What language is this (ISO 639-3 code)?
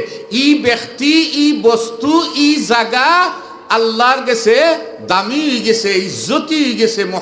syl